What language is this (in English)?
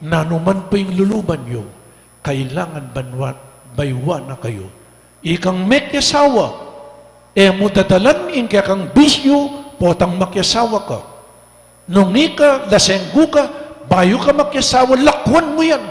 Pampanga